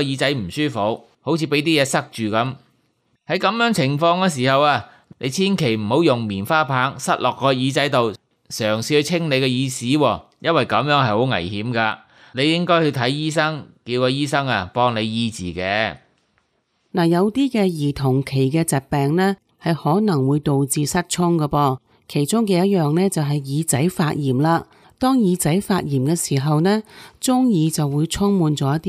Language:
Cantonese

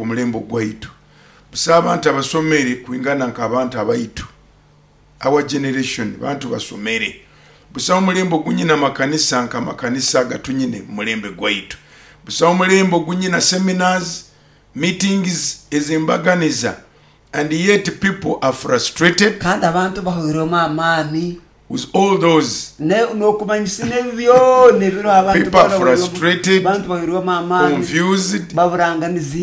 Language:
Nyoro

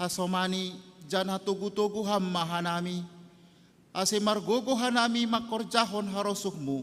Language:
Batak Simalungun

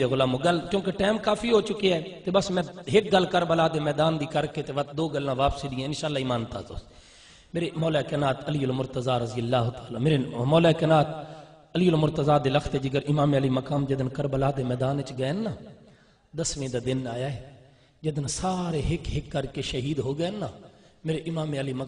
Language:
Saraiki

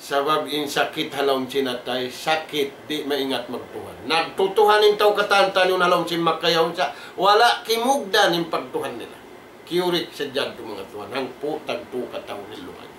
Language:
Tausug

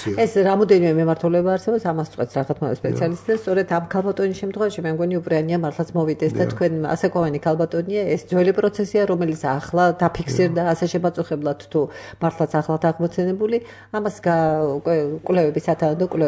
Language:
Georgian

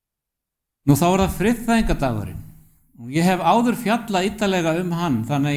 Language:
Icelandic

